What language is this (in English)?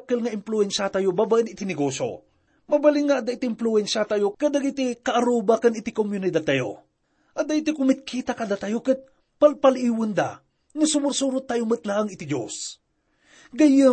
Iloko